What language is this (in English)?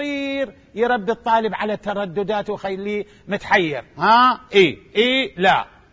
Mesopotamian Arabic